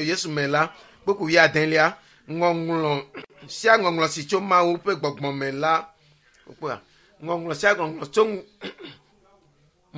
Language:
Ewe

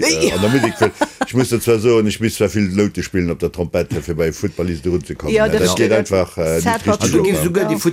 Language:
Luxembourgish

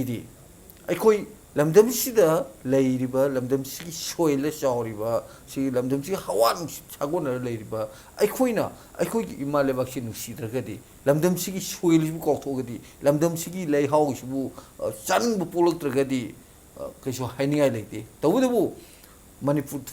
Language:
Manipuri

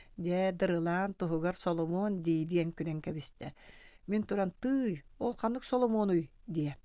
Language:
Yakut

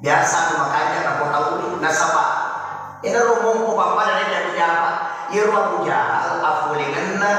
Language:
Buginese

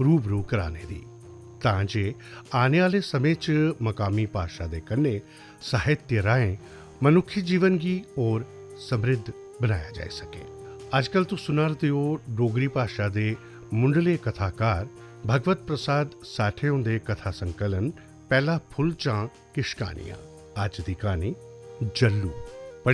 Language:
Dogri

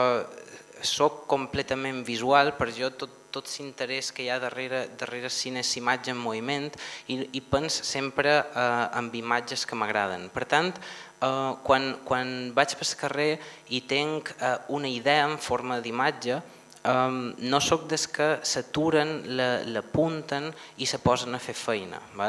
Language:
Catalan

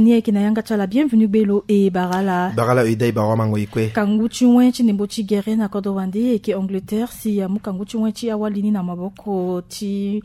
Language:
Sango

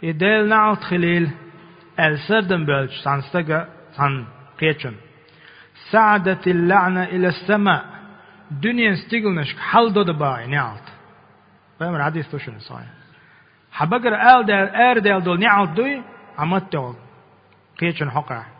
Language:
Chechen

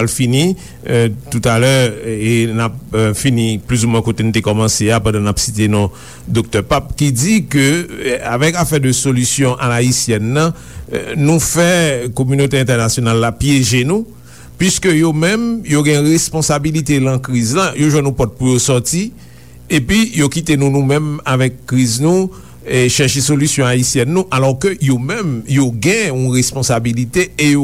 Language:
Haitian Creole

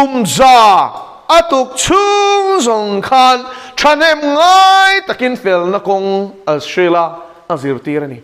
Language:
Mizo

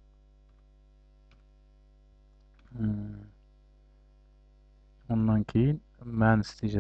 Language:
Kazakh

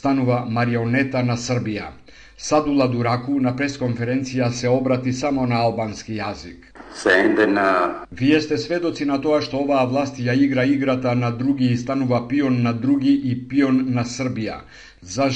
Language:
Macedonian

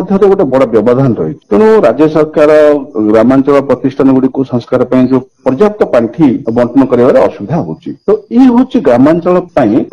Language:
Odia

